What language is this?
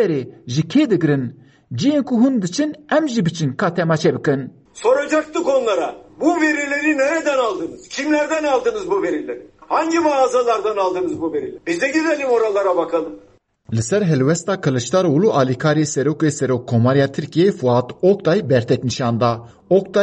Kurdish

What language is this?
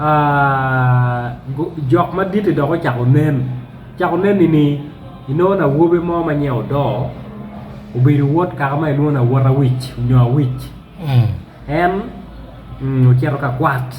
Acoli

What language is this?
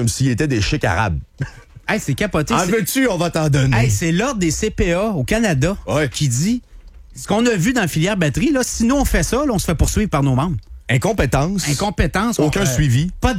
French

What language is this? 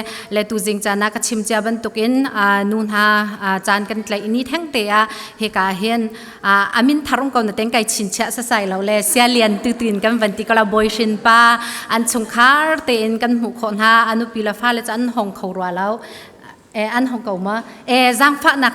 Falam Chin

